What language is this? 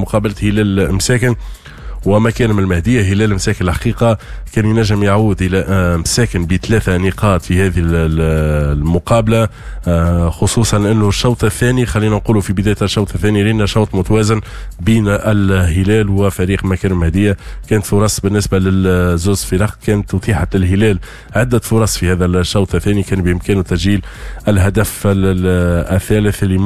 Tunisian Arabic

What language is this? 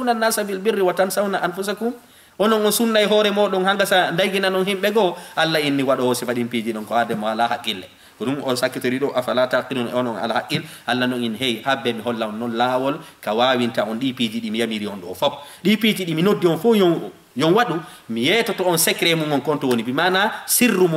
Fula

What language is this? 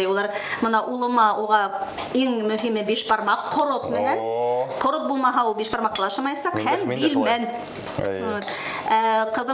Bashkir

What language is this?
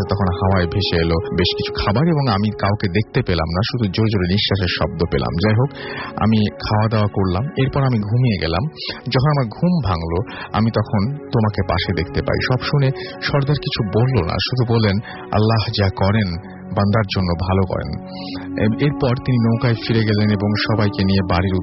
Bangla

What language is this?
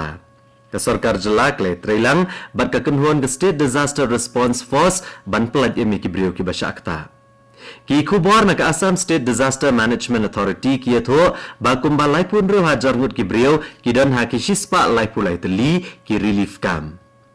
Khasi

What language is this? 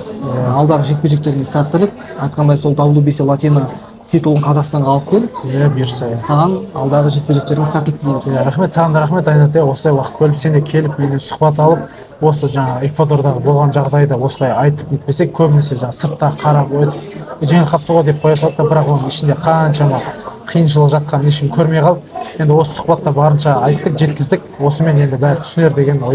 Kazakh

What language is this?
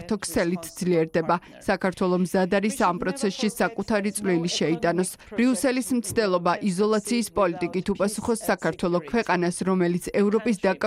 Georgian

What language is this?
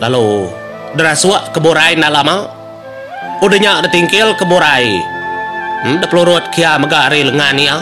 Iban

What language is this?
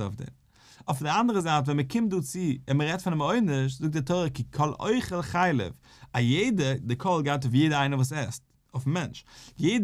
Yiddish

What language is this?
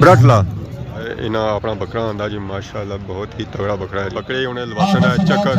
Pahari-Potwari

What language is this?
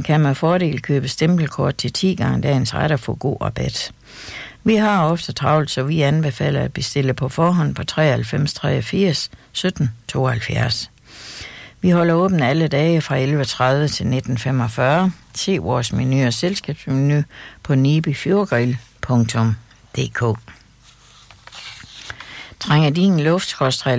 Danish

